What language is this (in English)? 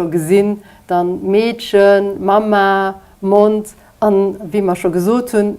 Luxembourgish